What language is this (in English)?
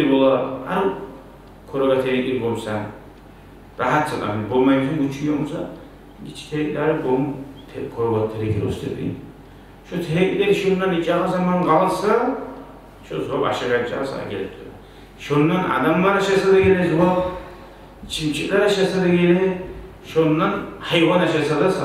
Kumyk